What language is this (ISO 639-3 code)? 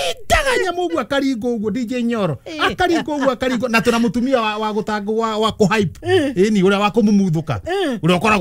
kik